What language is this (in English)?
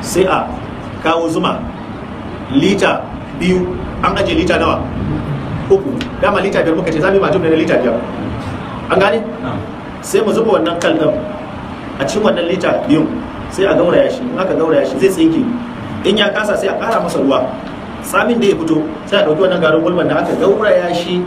Hausa